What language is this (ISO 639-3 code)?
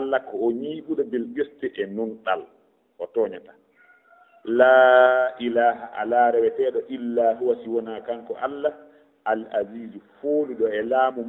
ful